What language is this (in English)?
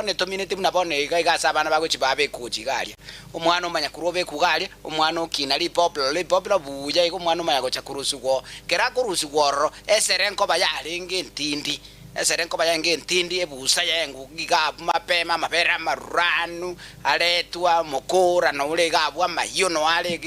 Gusii